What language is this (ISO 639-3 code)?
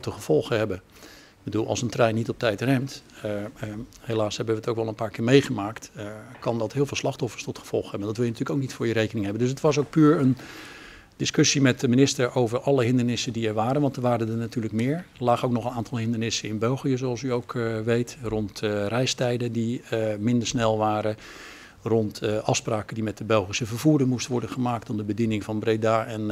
nld